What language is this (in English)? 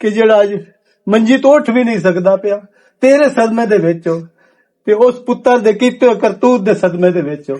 Western Panjabi